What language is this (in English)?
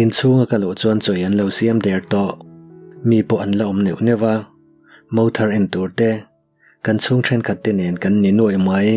Mizo